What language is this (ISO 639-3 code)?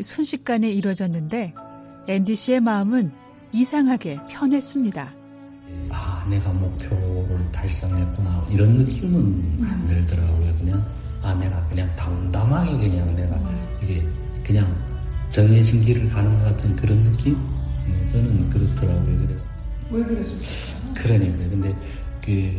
kor